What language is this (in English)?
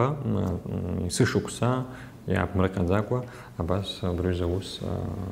Abkhazian